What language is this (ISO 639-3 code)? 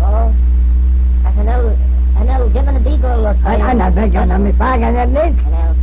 glv